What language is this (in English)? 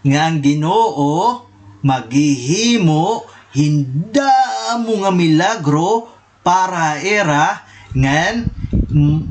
Waray